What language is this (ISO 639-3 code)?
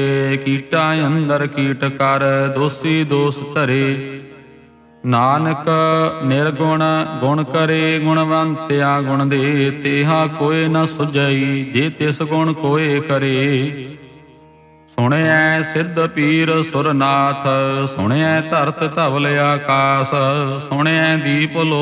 pan